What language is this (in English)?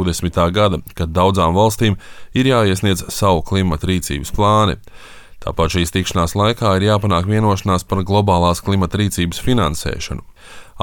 Latvian